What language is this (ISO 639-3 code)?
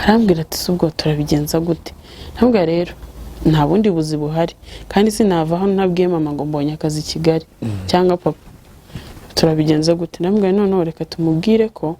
kin